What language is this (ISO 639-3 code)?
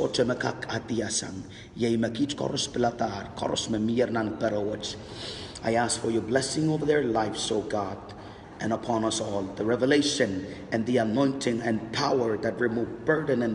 pon